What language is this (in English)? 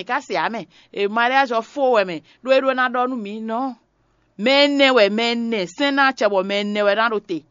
Fon